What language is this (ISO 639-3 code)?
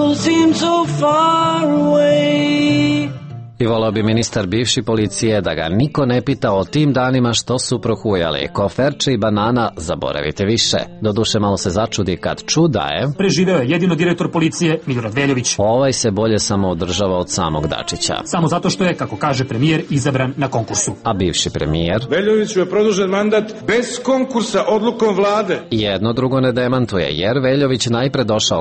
srp